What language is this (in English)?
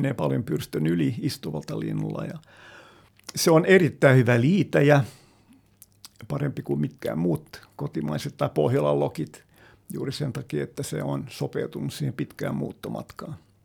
Finnish